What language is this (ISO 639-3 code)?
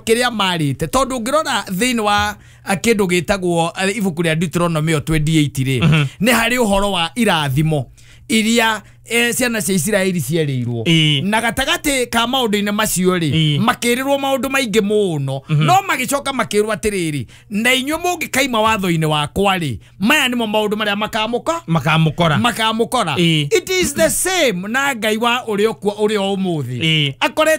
kik